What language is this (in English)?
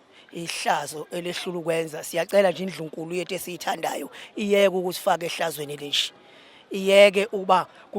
Zulu